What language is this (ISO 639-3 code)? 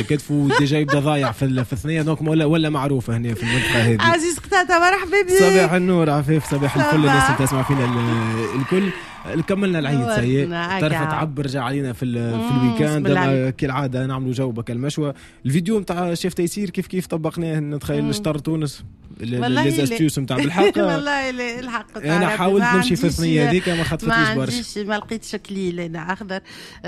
aeb